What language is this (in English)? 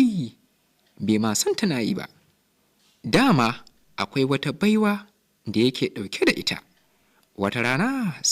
Hausa